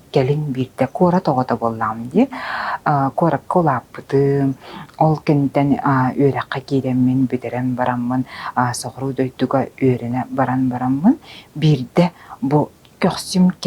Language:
Yakut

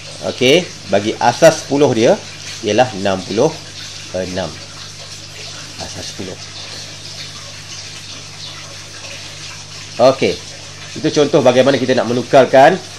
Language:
Malay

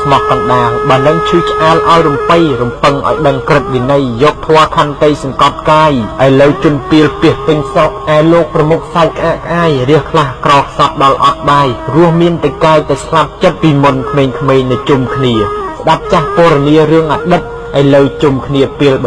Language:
Khmer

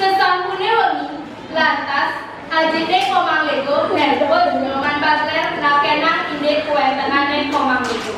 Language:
Balinese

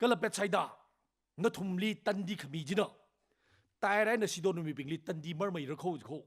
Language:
Tangkhul Naga (India)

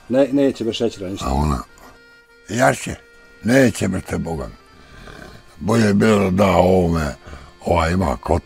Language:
Bosnian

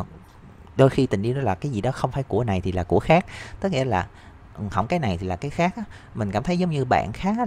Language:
Vietnamese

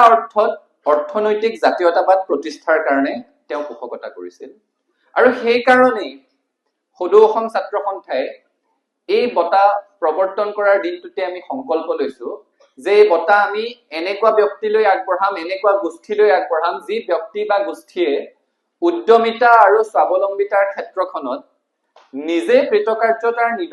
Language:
Assamese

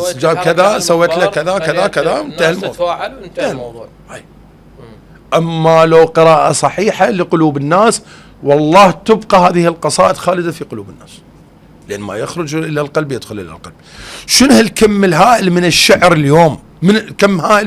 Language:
Mesopotamian Arabic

